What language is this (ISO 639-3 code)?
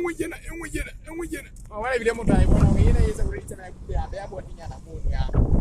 sot